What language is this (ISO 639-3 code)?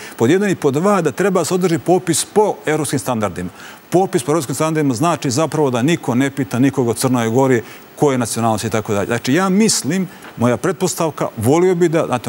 srp